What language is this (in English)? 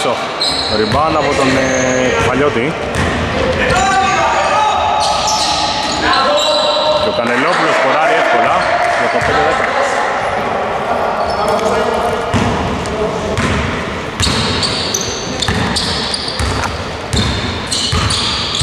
Greek